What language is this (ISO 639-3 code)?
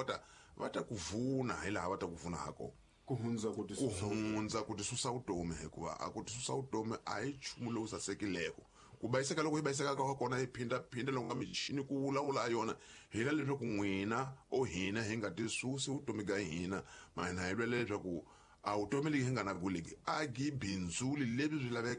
tso